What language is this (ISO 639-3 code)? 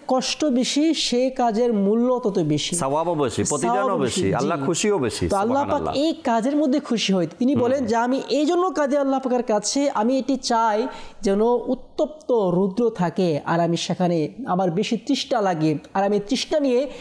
ben